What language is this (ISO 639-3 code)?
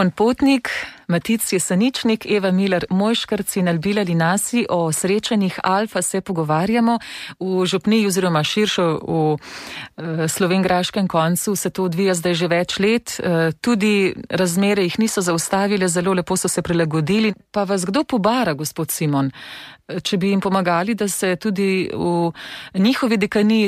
slv